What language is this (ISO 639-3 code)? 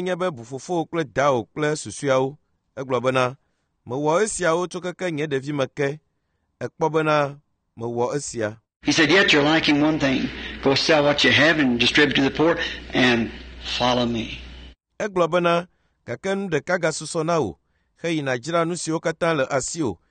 ewe